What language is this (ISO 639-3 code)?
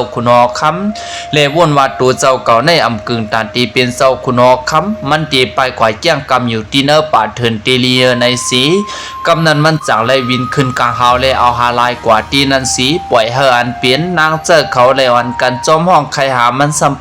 shn